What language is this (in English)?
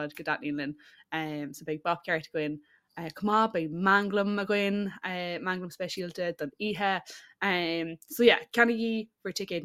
Irish